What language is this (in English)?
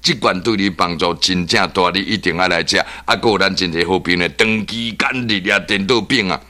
Min Nan Chinese